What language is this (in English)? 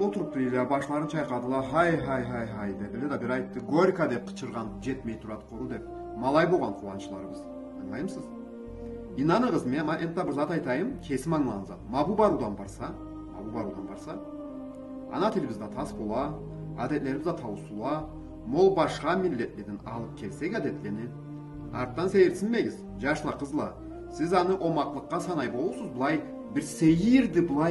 Karachay-Balkar